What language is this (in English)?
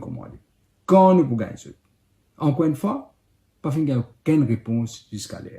Morisyen